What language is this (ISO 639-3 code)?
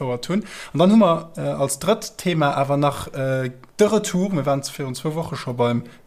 ltz